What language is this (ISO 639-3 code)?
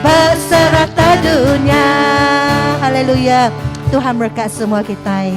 iba